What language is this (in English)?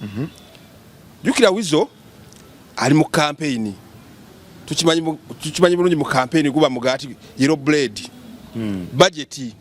Ganda